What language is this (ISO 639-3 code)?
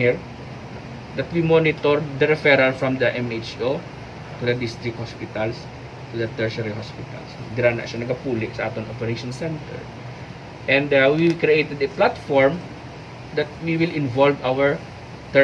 hil